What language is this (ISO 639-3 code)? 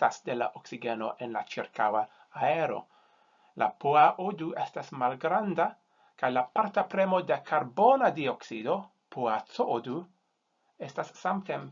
epo